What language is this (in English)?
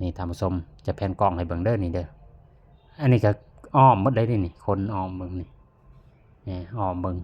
Lao